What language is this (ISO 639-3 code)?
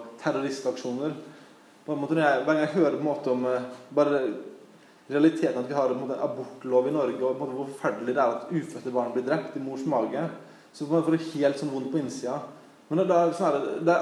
nor